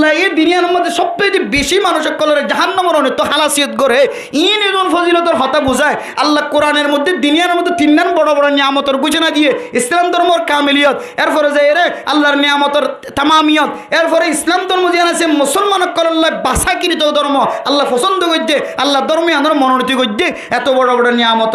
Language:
Rohingya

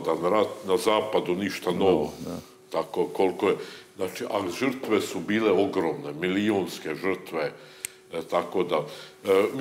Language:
Serbian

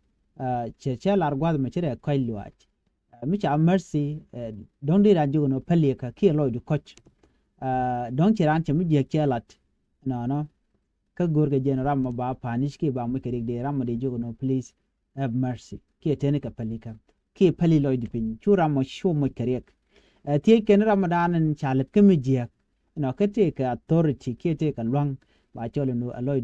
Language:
Nuer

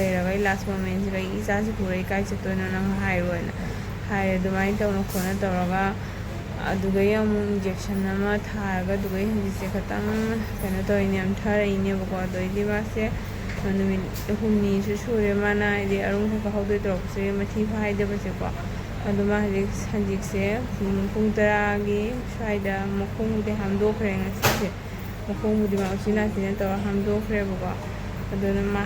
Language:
Manipuri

